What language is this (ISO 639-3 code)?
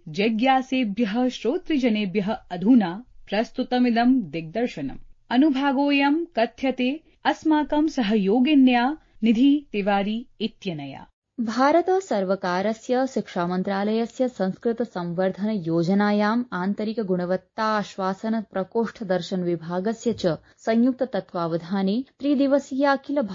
san